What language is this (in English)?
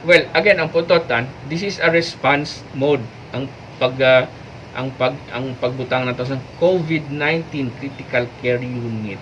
Hiligaynon